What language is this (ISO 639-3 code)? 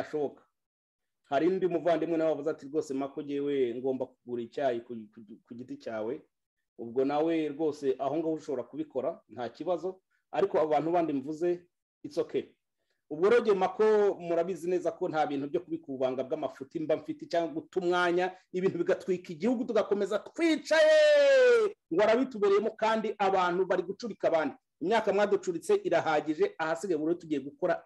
kin